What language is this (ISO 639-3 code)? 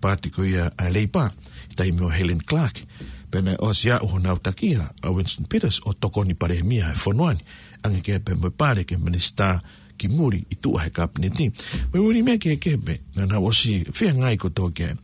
ton